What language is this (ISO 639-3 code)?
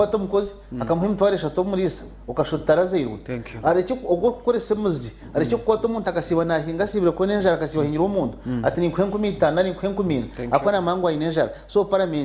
nyn